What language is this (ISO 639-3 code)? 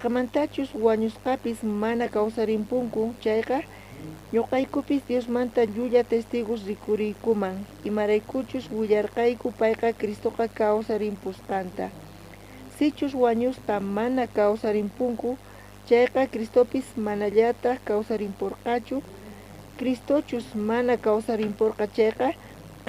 quh